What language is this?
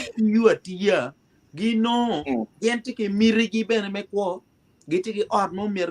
Acoli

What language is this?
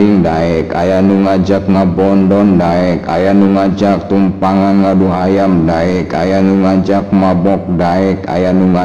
Sundanese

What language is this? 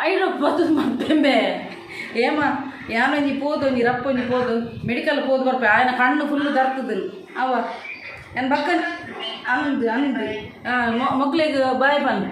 Tulu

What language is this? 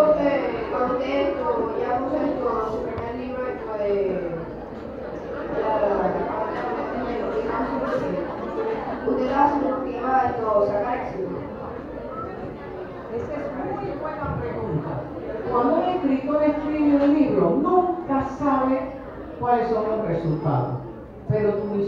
Spanish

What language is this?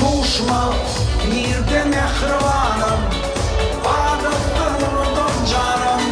Turkmen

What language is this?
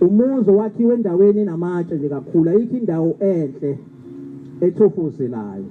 Zulu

